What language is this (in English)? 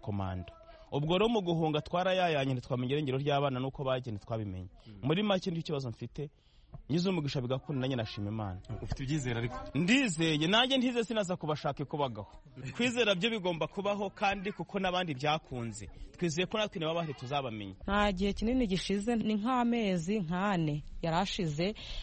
Kinyarwanda